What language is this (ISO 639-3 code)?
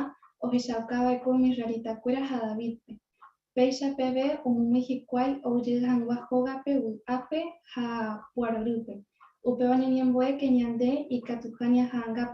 grn